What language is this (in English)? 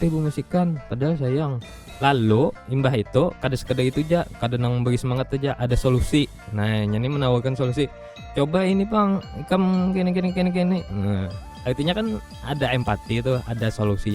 Banjar